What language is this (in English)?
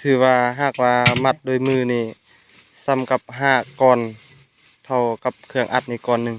Lao